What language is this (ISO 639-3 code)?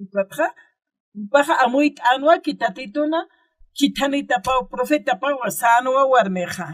aym